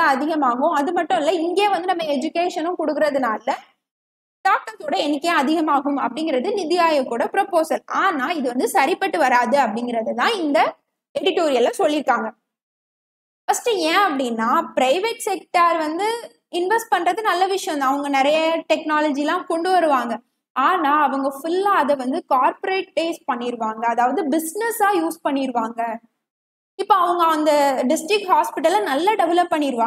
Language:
Tamil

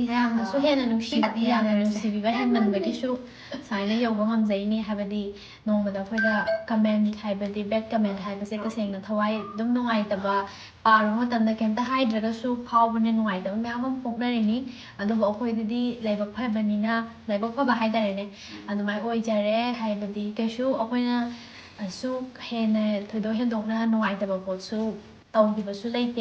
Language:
Manipuri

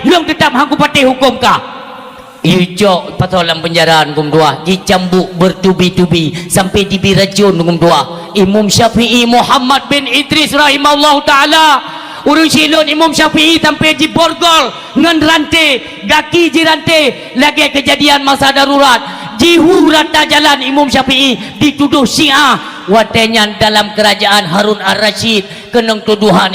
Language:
Achinese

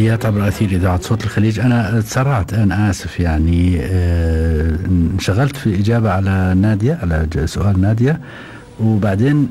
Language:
Gulf Arabic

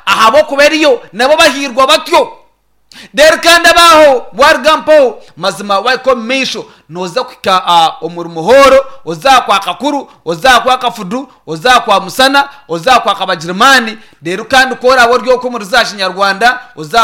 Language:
Nyankole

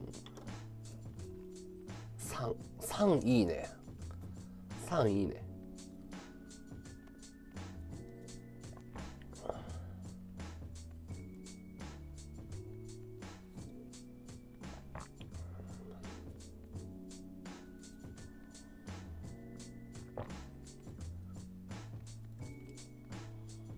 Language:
Japanese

